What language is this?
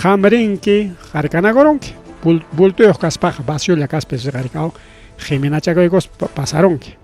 Ayacucho Quechua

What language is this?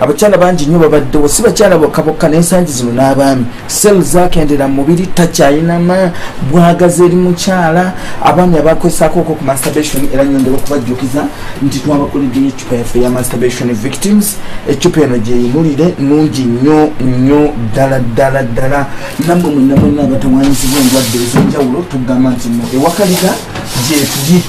Ganda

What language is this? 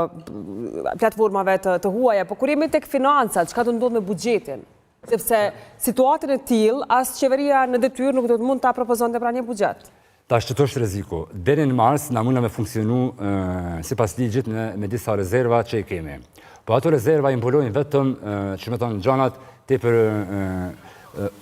Albanian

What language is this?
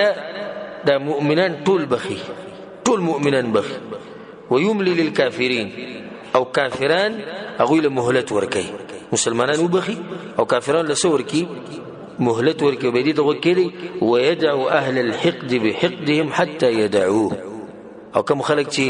Pashto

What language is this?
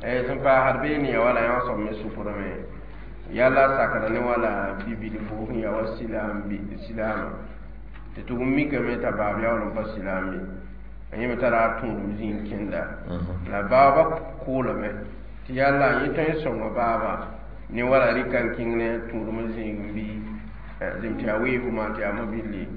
Mossi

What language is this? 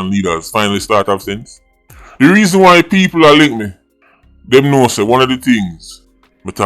Jamaican Creole English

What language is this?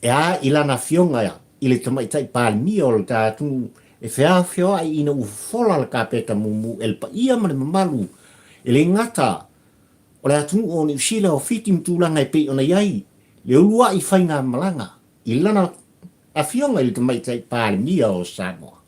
Samoan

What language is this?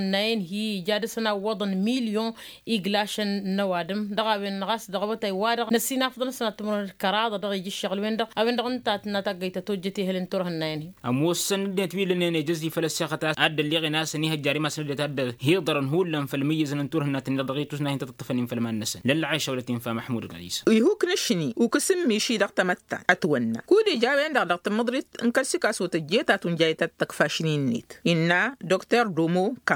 Tamasheq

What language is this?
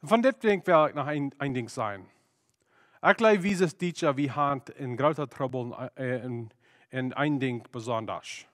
Plautdietsch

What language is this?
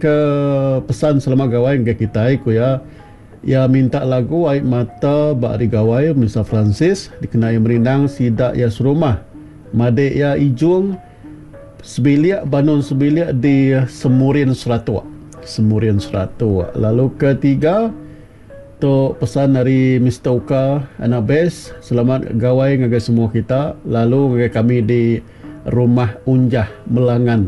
Iban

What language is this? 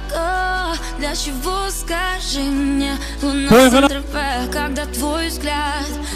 Kara-Kalpak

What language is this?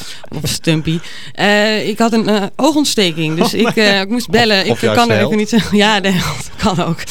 Dutch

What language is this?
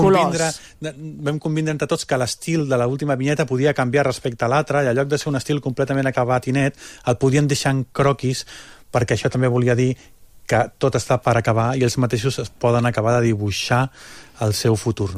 Catalan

